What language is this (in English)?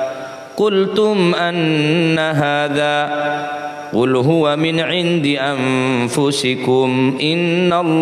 Madurese